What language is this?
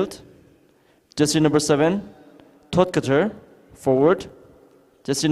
Tangkhul Naga (India)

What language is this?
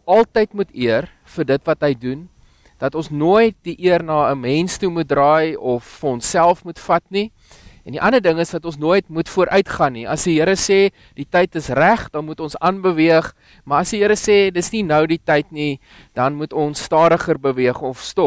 Afrikaans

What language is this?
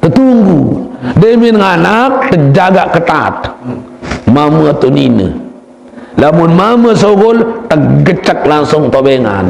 Sasak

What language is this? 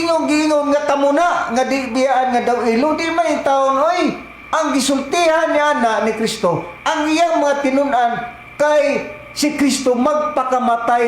Cebuano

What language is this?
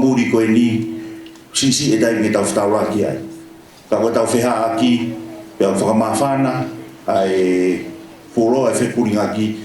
Tongan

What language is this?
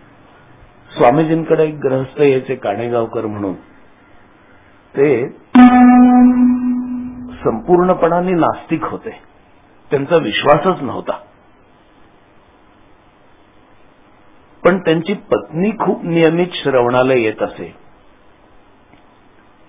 Marathi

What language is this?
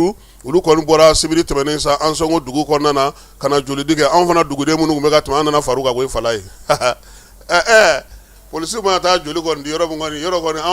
Bambara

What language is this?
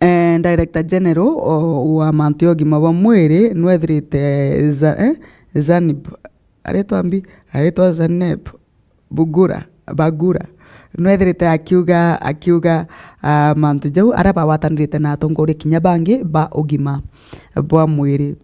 Meru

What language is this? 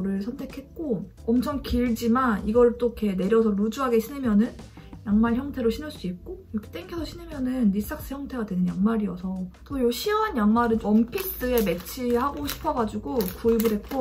Korean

